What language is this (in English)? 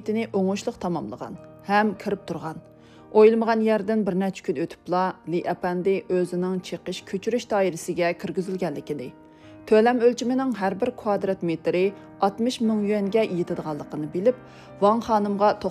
Uyghur